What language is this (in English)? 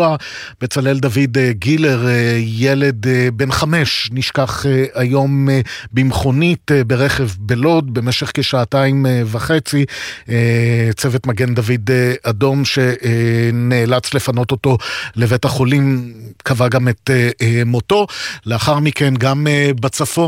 Hebrew